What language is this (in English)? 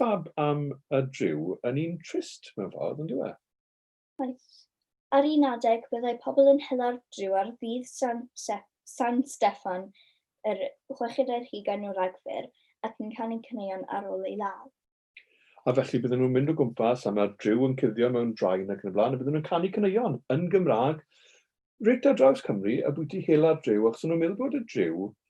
Welsh